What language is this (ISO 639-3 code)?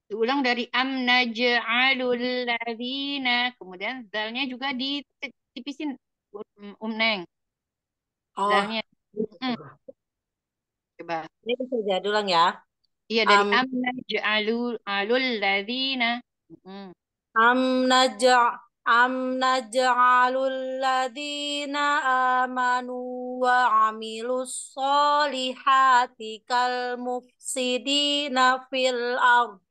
ind